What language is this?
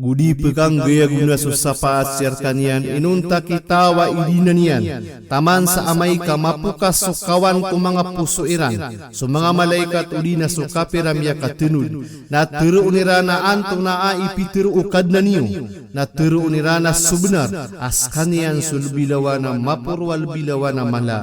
Maranao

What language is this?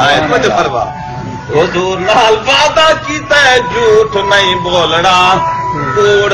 Saraiki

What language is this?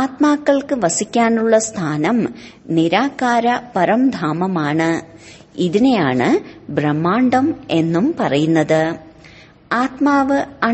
Malayalam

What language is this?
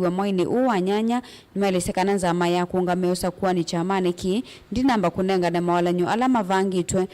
Kamba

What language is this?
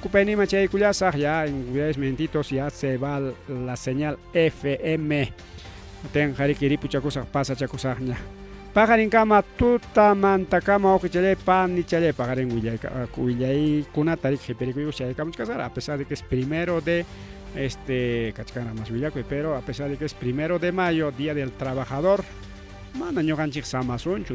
Ayacucho Quechua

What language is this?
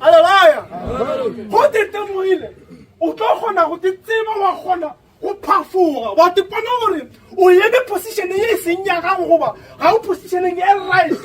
Northern Sotho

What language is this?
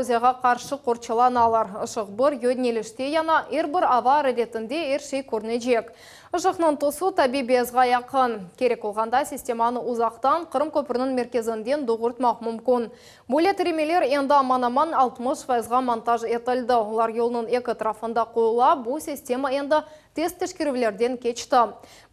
Crimean Tatar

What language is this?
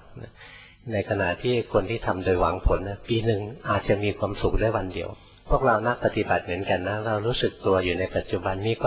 Thai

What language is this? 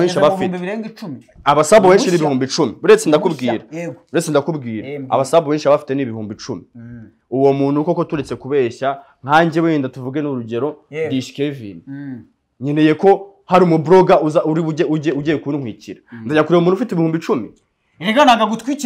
Kinyarwanda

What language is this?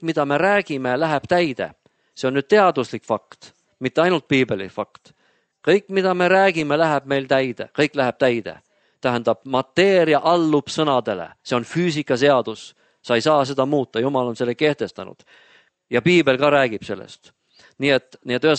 Estonian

